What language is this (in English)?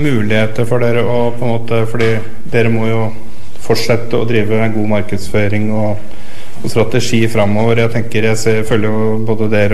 Norwegian